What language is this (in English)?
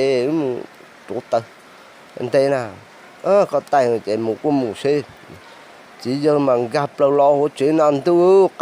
Hmong